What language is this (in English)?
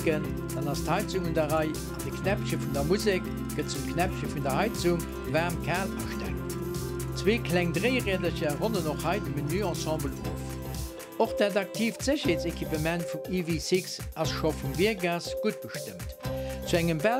Luxembourgish